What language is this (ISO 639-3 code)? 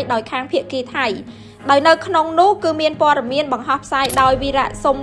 khm